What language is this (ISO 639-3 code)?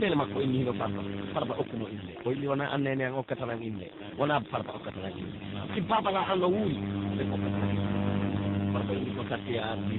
fuf